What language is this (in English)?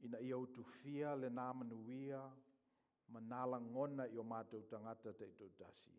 Samoan